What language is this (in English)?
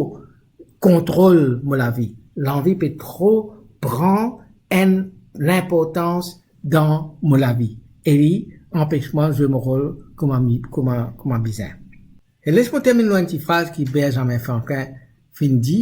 Morisyen